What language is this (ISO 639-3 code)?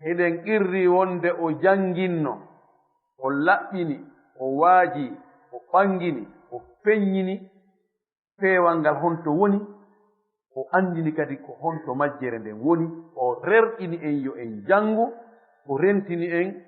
ful